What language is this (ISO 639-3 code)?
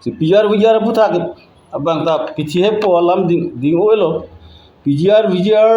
mjw